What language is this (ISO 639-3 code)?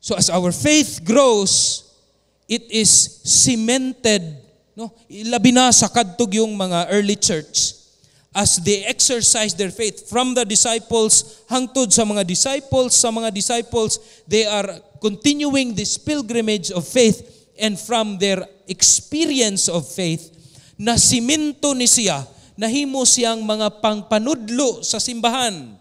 ceb